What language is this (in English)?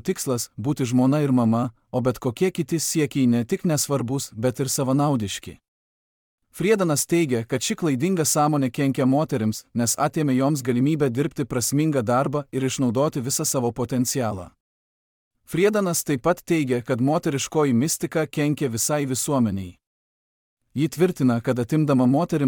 Lithuanian